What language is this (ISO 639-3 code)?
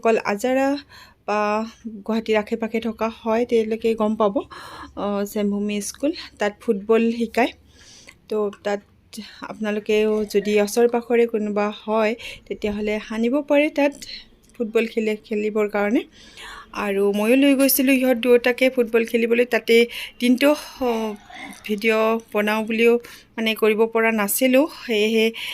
asm